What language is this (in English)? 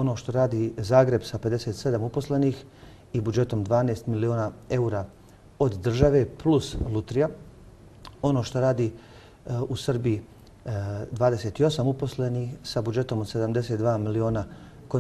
Bosnian